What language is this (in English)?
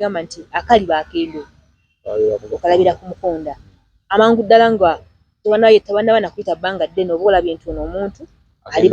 Ganda